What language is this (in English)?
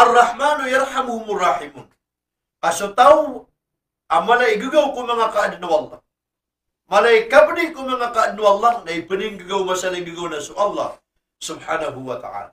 Maranao